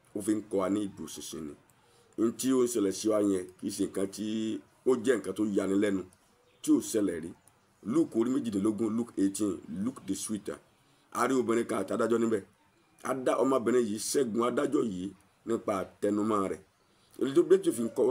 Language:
Yoruba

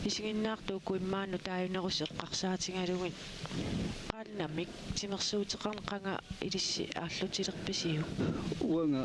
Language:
Kalaallisut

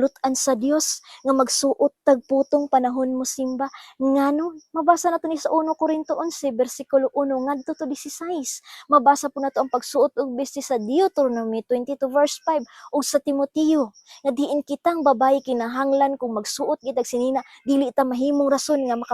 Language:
Cebuano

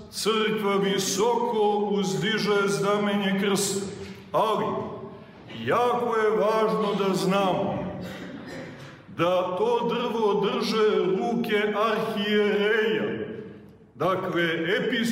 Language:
Serbian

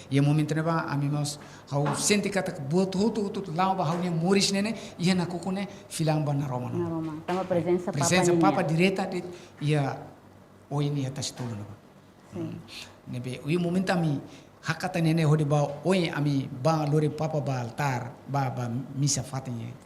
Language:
Tetum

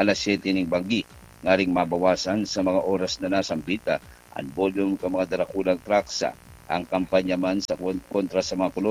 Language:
Bikol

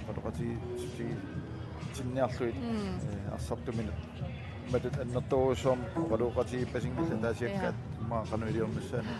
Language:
Kalaallisut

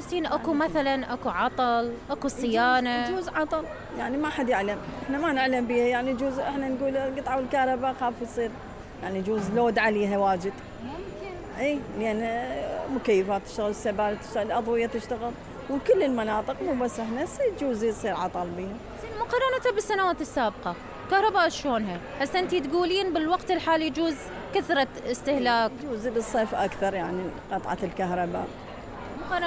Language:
Mesopotamian Arabic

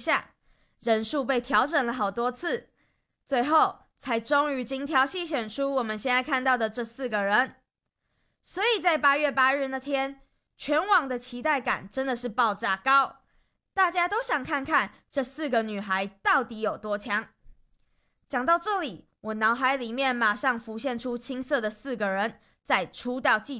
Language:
Chinese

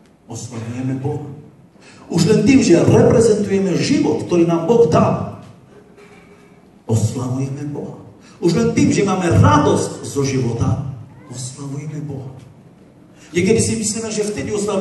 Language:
Slovak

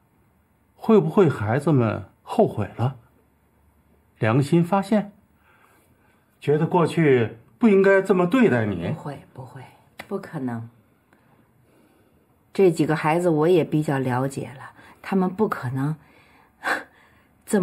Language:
Chinese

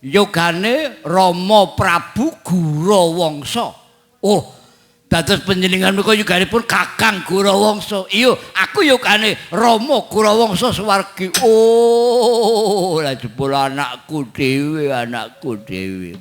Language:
Javanese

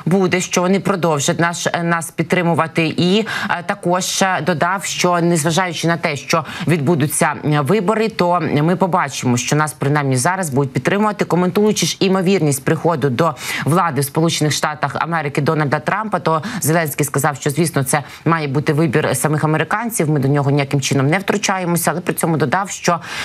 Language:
Ukrainian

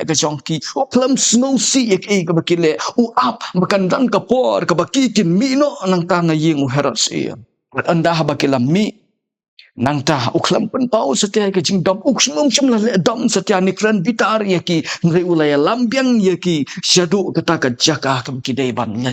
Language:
Khasi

